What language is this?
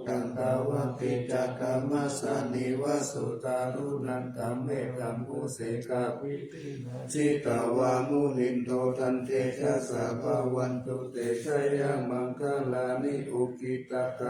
Pali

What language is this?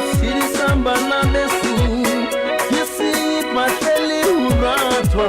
Southern Sotho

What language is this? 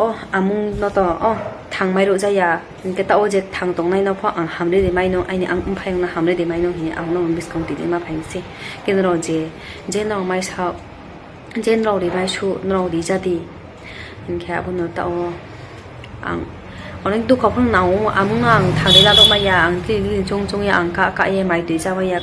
Riang (India)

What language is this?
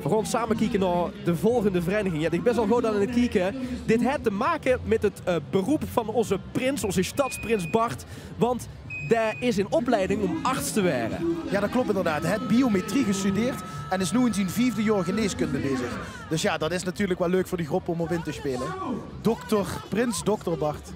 Limburgish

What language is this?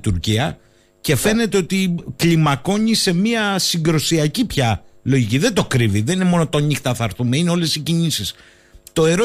Greek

